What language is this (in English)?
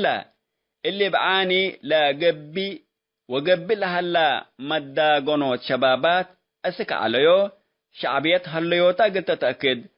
Tigre